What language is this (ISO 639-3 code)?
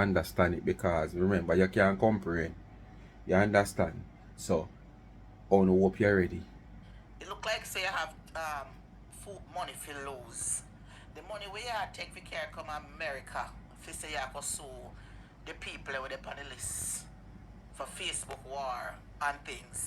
jam